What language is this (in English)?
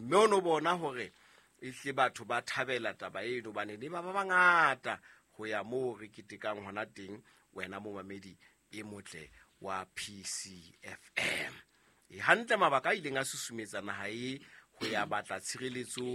Southern Sotho